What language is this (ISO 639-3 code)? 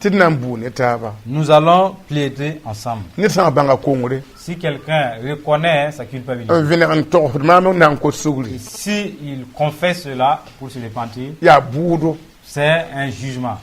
mos